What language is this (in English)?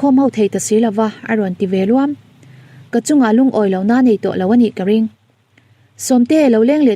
Mizo